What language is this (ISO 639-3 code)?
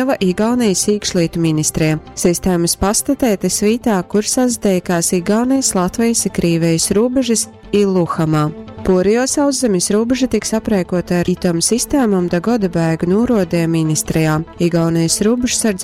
ltg